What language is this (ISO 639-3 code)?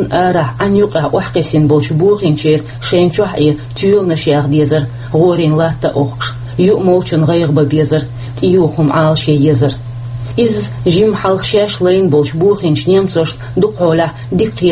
che